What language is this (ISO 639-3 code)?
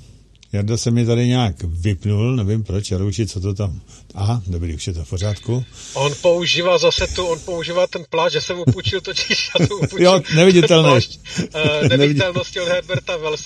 ces